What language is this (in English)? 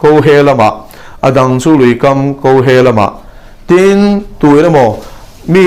Mizo